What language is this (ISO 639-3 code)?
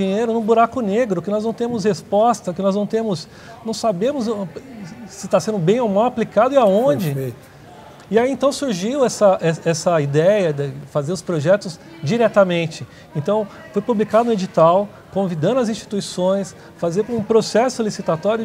por